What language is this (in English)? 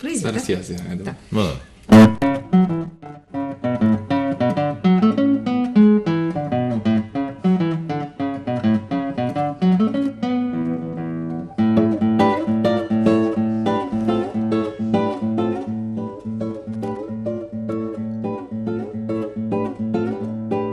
Ukrainian